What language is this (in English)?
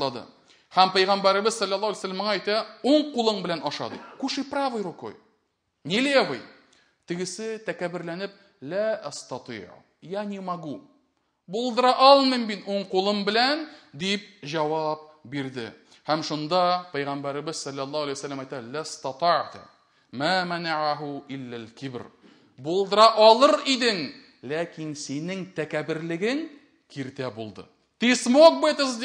Tatar